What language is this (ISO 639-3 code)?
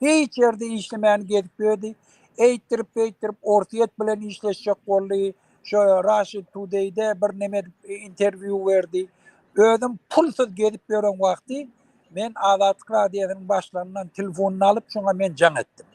tuk